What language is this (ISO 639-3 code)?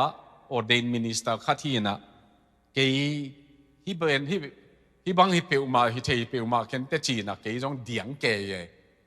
ctd